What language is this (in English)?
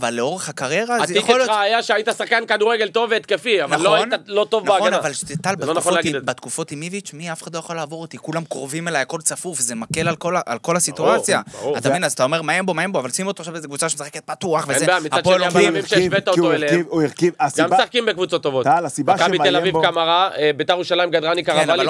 Hebrew